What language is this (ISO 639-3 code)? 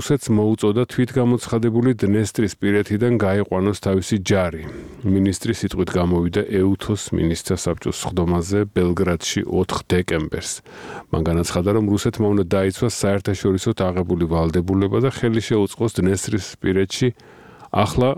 kat